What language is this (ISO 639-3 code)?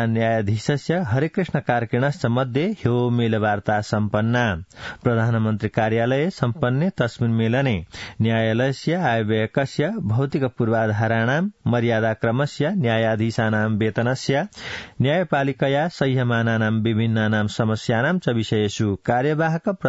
san